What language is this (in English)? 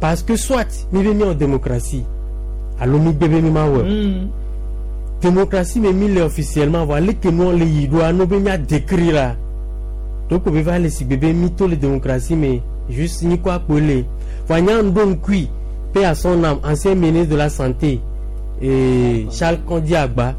Gen